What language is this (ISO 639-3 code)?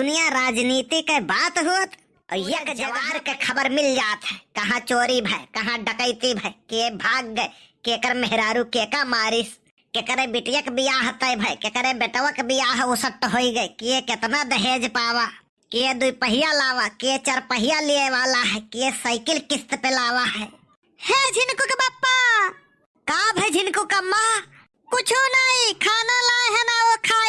awa